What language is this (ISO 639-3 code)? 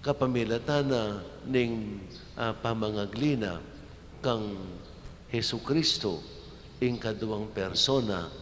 pam